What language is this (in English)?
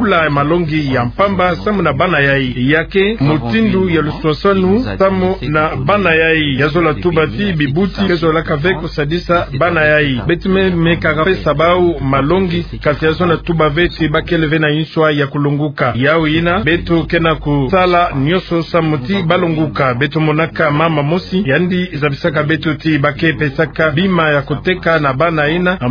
Kituba (Democratic Republic of Congo)